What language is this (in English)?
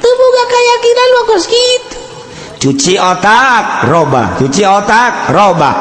Sundanese